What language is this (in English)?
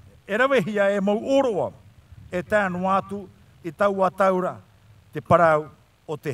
Tahitian